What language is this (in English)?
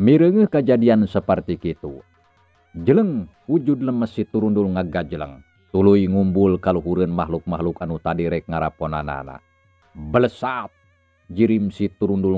Sundanese